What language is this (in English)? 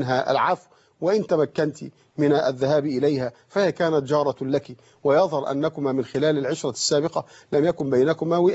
Arabic